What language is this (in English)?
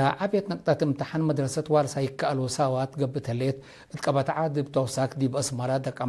Tigre